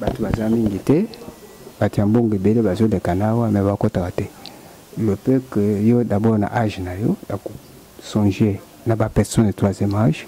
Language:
Lingala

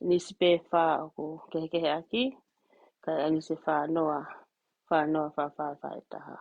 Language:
Tongan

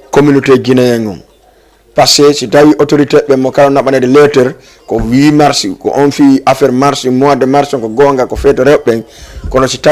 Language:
Fula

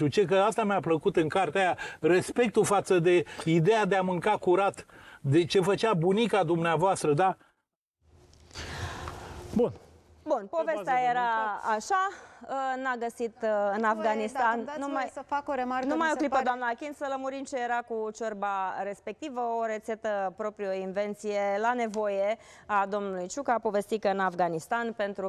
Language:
Romanian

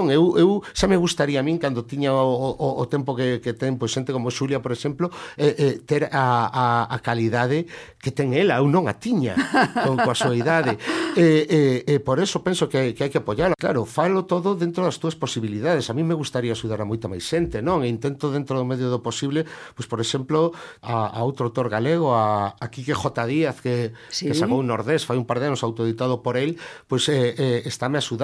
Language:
Galician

